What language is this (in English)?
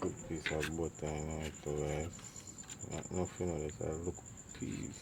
Jamaican Creole English